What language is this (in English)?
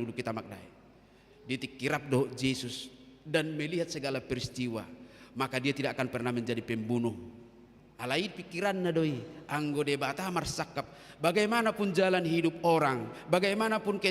Batak Toba